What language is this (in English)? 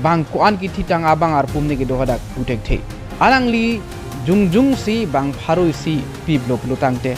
Karbi